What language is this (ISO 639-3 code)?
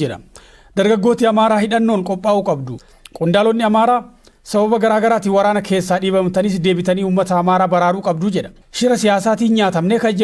orm